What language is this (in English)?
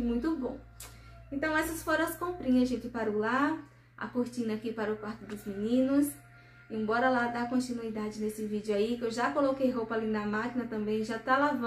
Portuguese